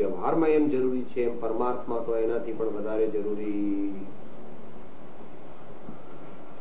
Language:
Gujarati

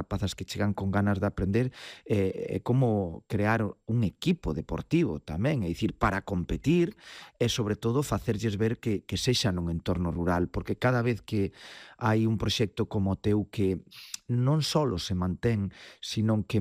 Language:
Galician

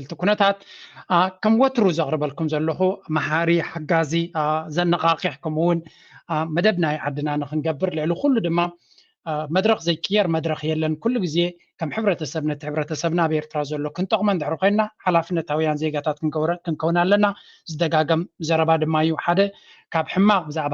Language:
Tigrinya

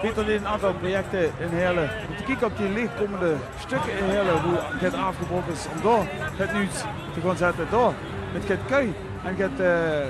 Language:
Limburgish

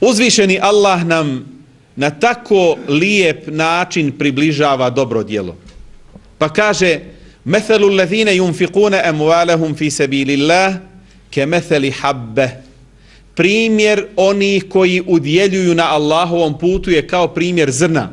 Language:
Bosnian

